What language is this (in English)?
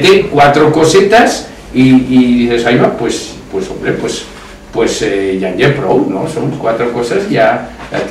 Aragonese